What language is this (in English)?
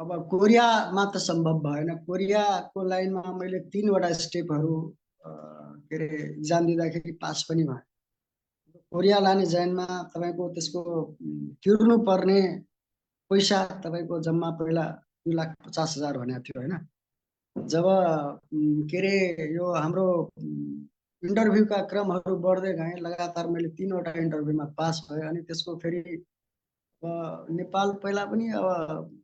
Nepali